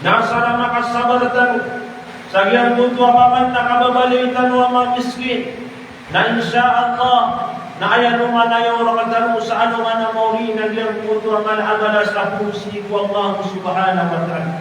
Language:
Maranao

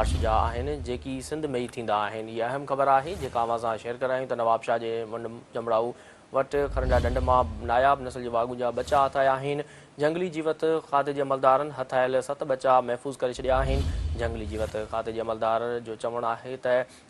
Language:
Sindhi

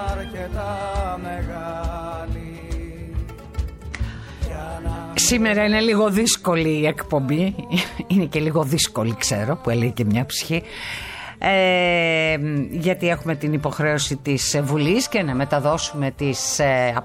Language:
Greek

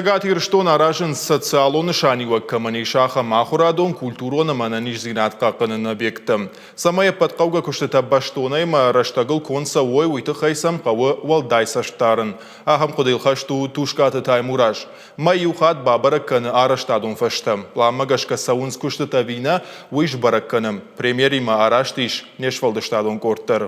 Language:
Ossetic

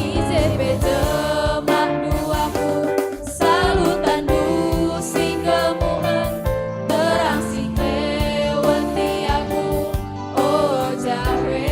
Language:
Batak Karo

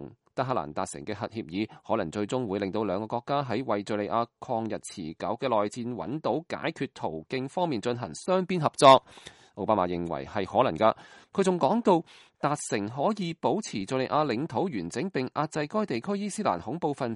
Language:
Cantonese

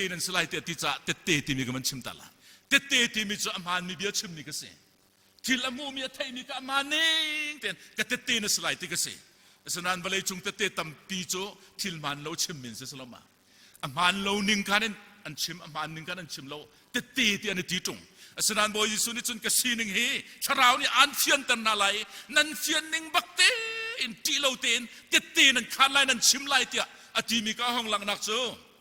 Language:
Hakha Chin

